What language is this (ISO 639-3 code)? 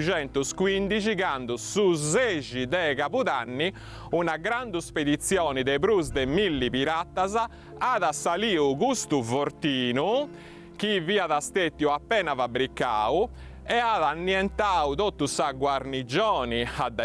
srd